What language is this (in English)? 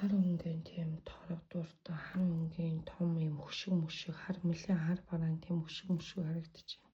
Mongolian